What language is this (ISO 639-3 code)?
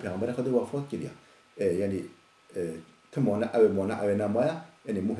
kur